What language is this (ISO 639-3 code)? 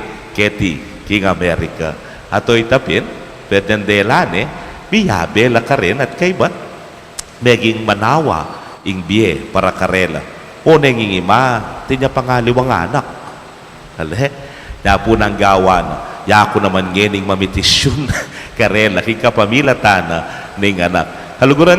pam